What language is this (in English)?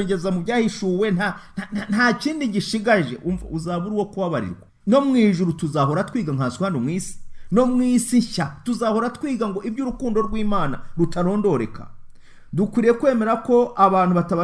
Kinyarwanda